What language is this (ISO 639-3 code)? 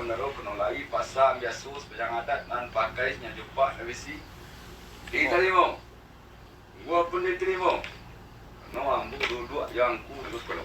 min